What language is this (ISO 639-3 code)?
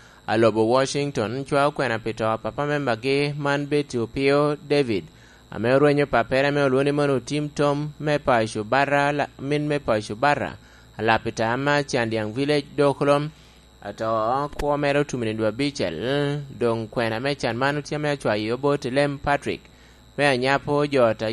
laj